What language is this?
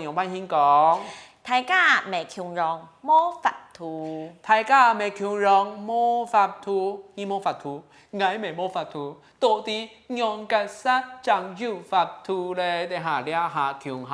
Hakka Chinese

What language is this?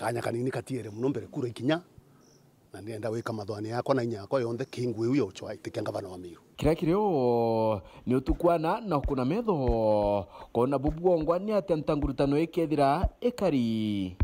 Meru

